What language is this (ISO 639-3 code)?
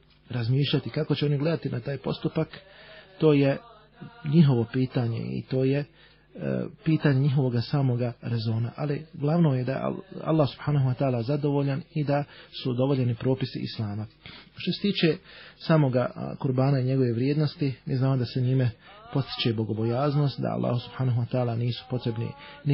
bos